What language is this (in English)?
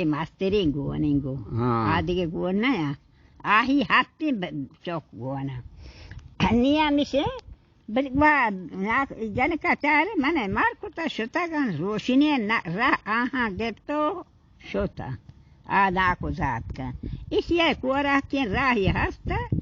Baluchi